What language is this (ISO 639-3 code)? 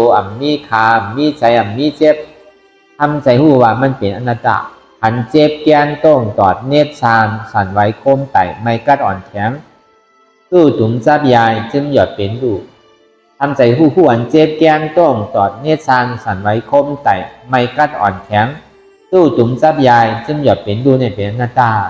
shn